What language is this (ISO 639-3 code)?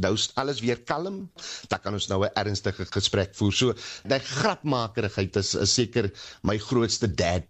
afr